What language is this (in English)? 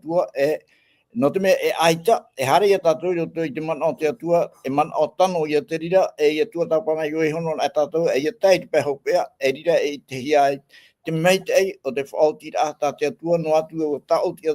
Tahitian